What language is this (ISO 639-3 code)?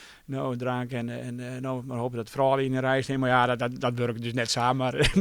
fry